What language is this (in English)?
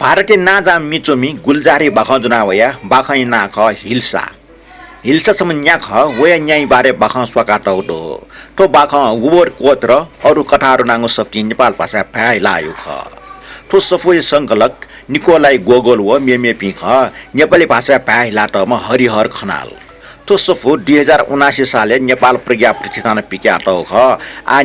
Newari